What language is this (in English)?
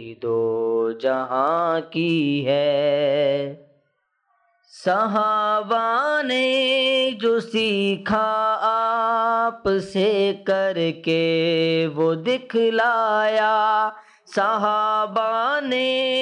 Urdu